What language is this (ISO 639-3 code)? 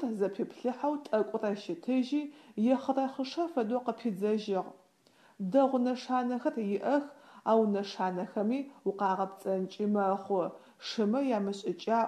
ady